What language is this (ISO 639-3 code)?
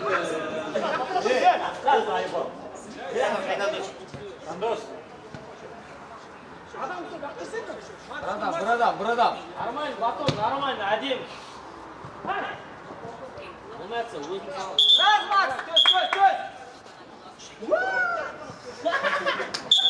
kaz